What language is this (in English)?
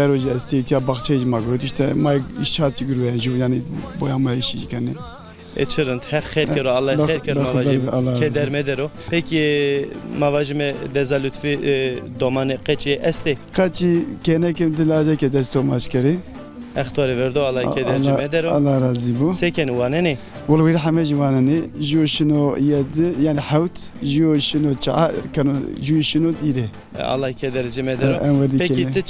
Zaza